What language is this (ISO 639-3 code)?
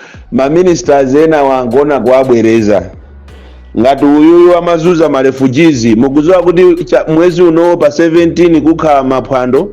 nya